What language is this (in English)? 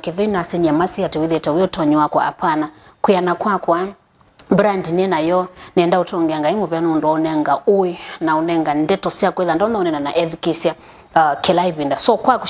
Kamba